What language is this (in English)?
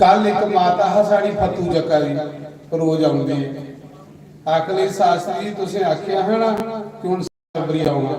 Dogri